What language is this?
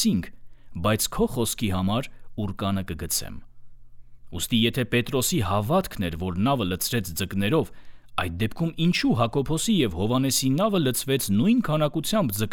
Armenian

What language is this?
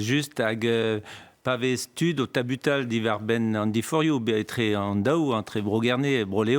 Breton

